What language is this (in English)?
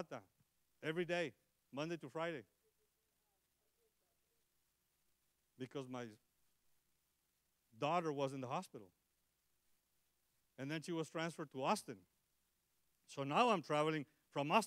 English